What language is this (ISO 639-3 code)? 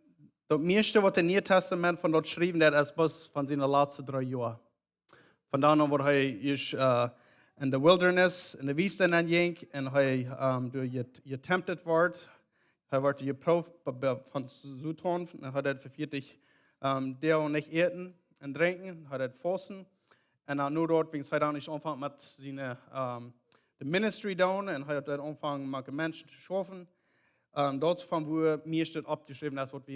pdt